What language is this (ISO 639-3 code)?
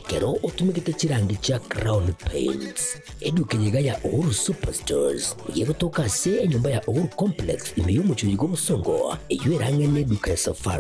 guz